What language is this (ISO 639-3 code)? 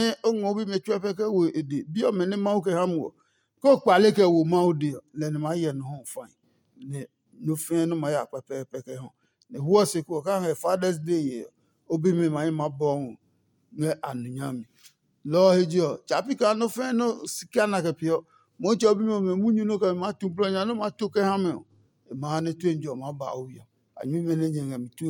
ada